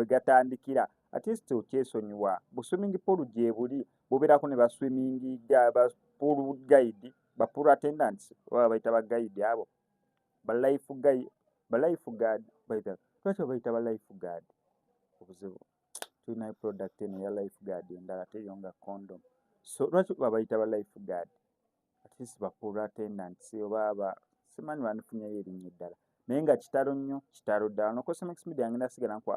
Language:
Ganda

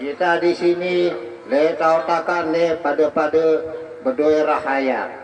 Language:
Sasak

